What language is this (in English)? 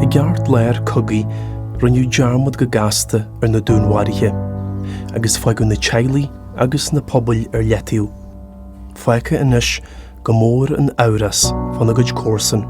Irish